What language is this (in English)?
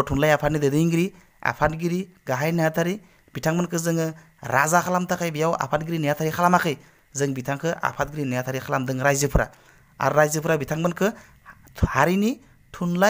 Bodo